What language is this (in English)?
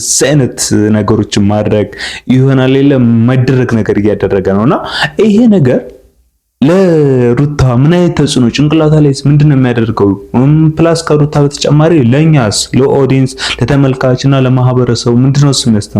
Amharic